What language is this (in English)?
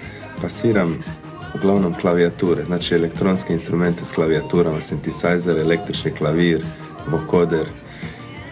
Serbian